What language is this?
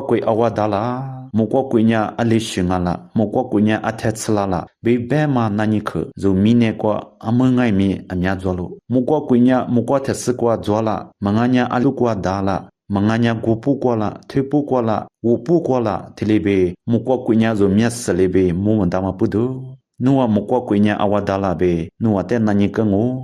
Lisu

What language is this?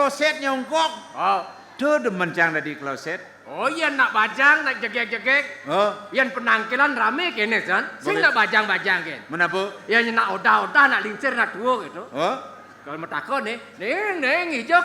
Balinese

